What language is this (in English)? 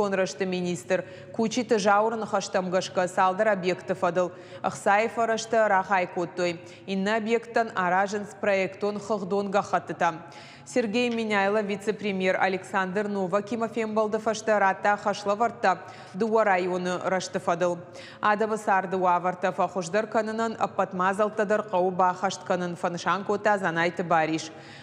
Ossetic